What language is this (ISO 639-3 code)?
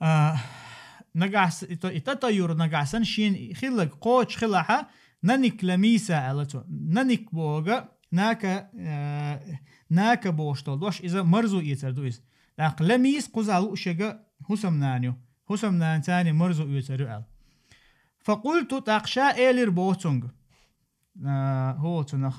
che